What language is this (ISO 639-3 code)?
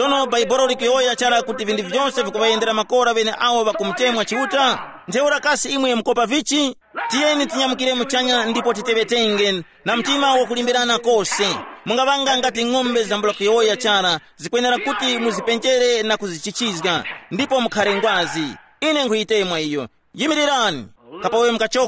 tum